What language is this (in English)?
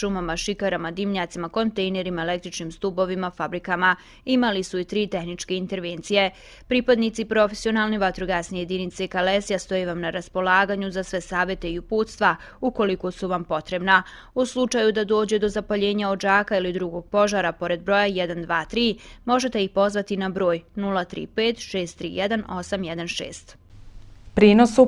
Bosnian